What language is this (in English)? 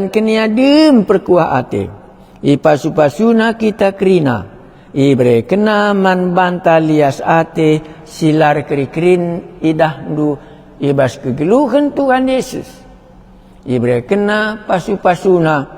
Batak Karo